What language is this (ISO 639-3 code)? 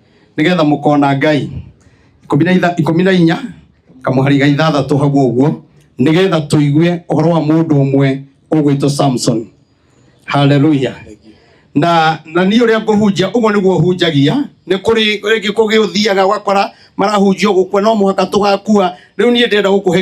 kik